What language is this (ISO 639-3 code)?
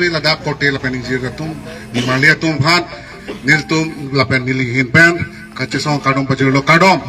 mjw